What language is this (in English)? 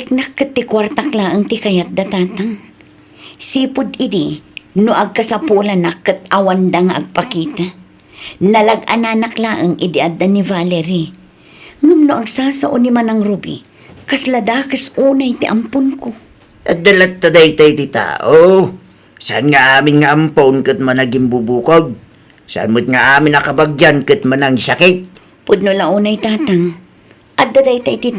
Iloko